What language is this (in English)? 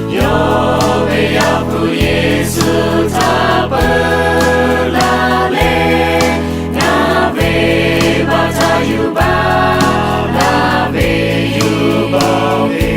Lahu